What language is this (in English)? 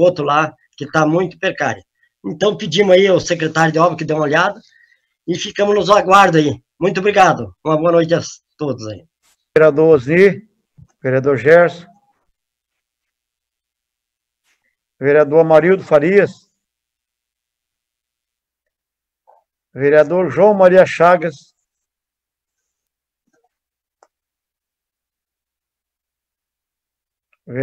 Portuguese